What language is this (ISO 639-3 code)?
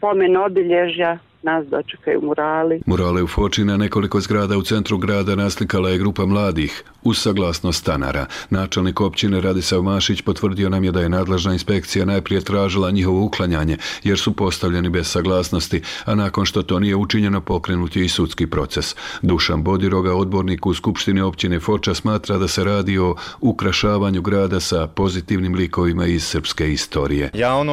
bos